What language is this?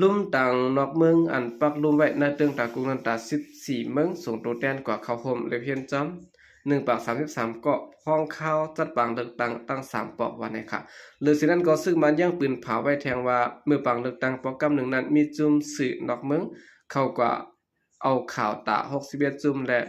Shan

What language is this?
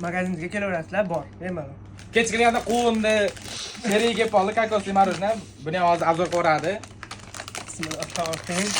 Uzbek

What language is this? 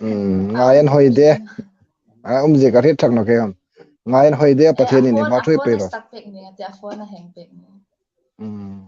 Hmar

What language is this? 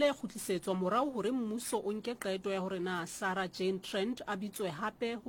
Southern Sotho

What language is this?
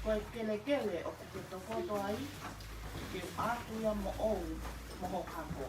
Tongan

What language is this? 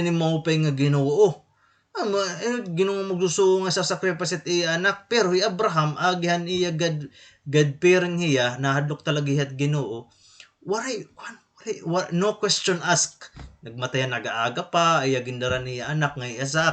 Waray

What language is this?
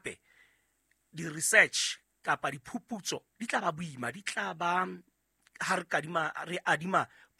Southern Sotho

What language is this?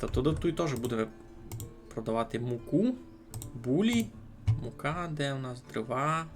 Rusyn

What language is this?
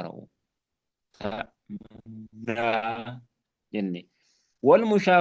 Oromo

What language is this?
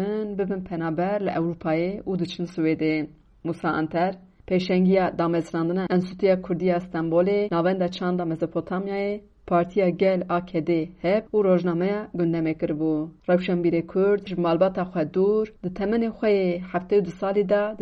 Kurdish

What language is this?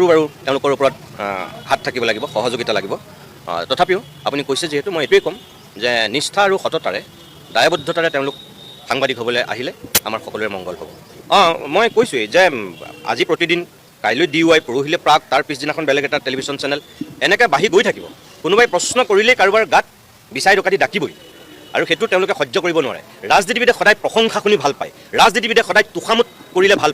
Assamese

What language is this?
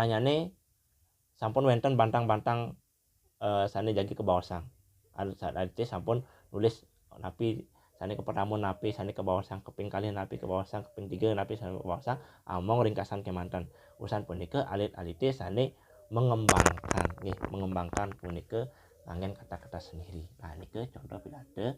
Balinese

